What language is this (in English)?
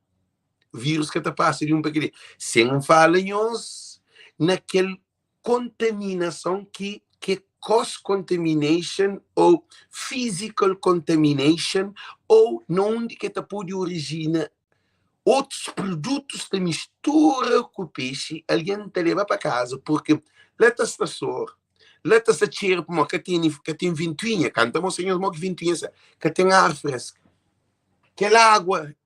Kabuverdianu